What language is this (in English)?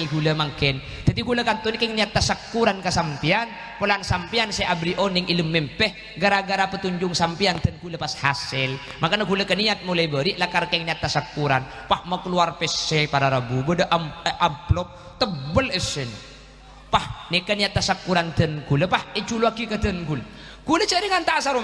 Madurese